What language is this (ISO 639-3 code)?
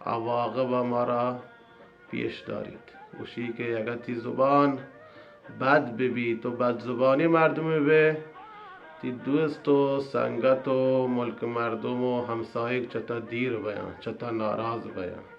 bal